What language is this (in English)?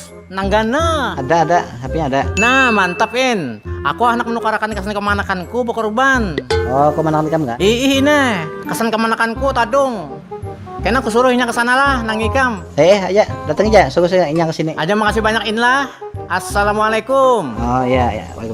Banjar